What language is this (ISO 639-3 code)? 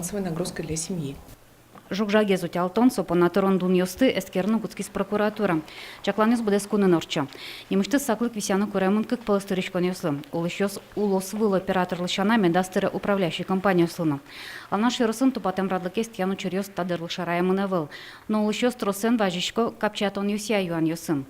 udm